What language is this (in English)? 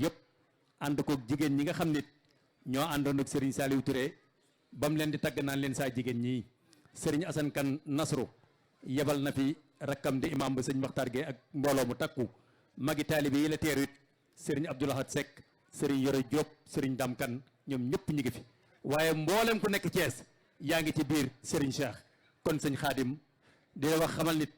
Wolof